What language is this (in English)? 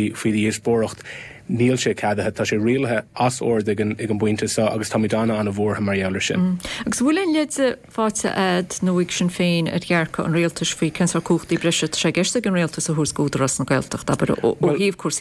Irish